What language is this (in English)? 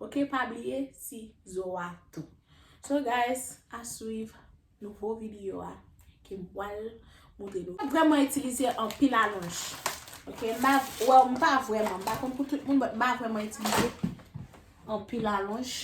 Haitian Creole